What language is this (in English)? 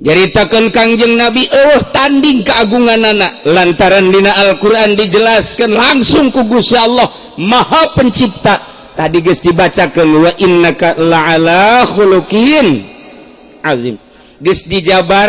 Sundanese